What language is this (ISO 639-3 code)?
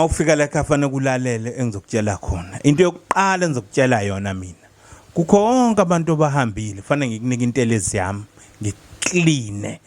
zul